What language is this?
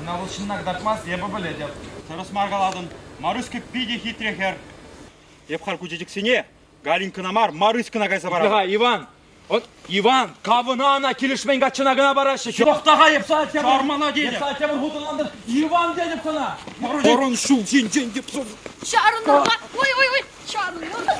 Chuvash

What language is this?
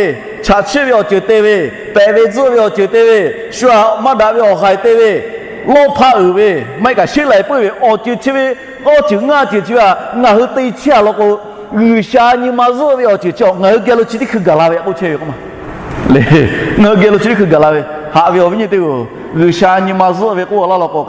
Lahu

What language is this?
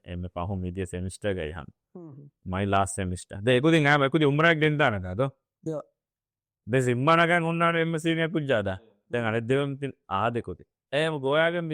Divehi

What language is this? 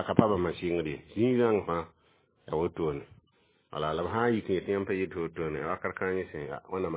Mossi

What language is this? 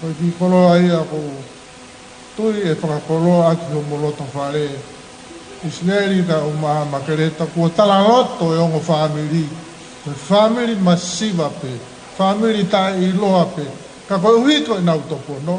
Tongan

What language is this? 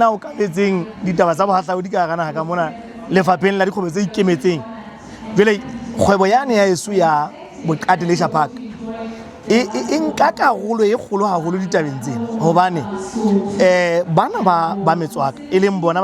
Southern Sotho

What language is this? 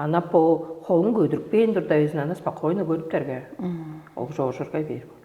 Tuvinian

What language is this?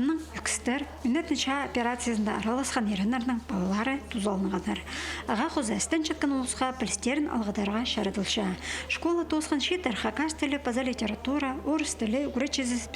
Khakas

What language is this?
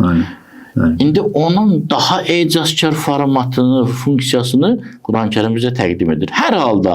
Azerbaijani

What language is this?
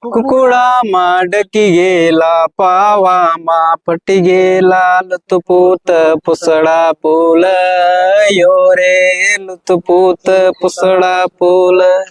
Santali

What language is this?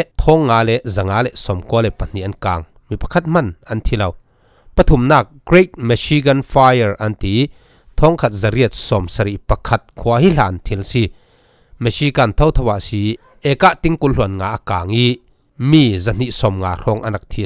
Falam Chin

